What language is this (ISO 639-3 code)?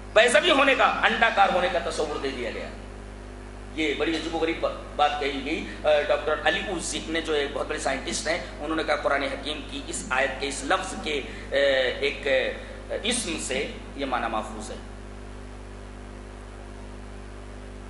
urd